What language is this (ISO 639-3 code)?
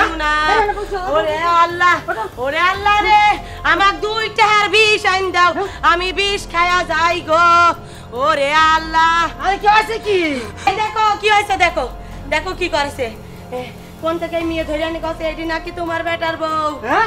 ben